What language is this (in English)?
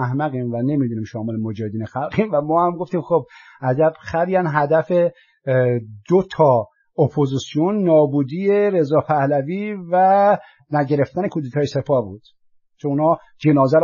Persian